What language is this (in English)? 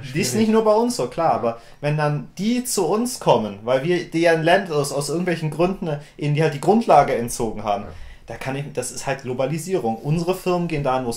German